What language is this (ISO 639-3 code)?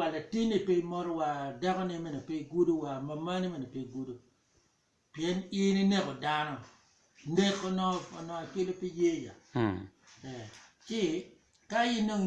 ach